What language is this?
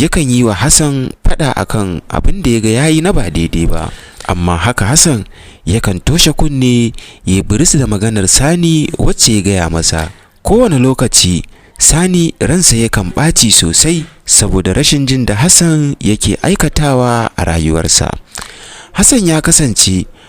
Hausa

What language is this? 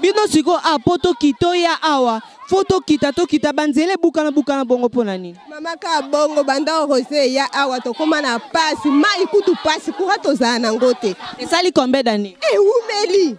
Lingala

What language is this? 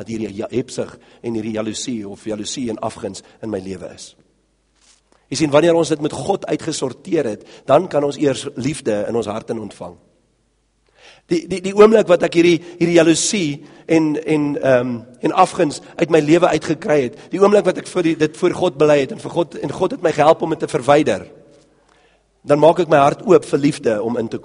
Afrikaans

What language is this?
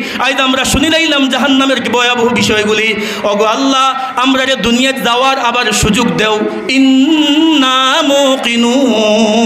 Sylheti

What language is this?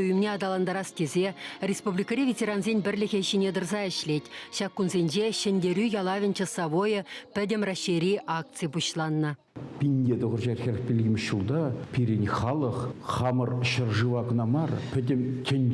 Chuvash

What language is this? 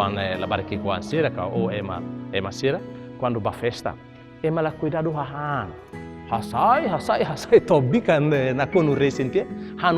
Tetum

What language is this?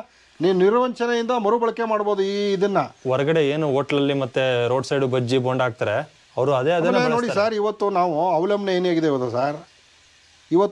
Kannada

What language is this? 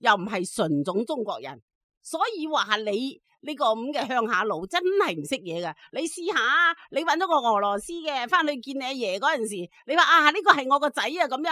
Cantonese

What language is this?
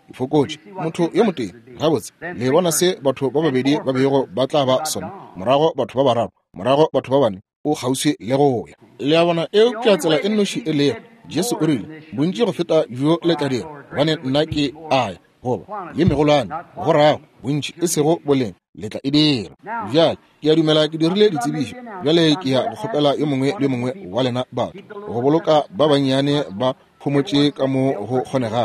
Northern Sotho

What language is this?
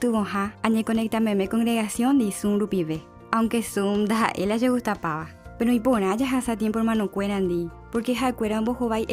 Guarani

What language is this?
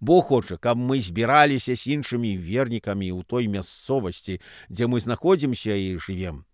Belarusian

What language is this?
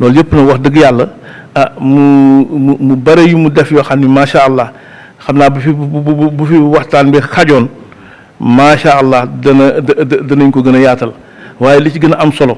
Wolof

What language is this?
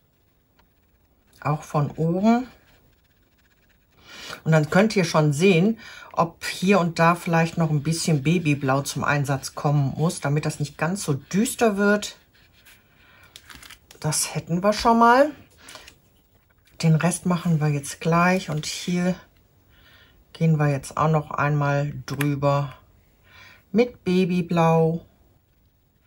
German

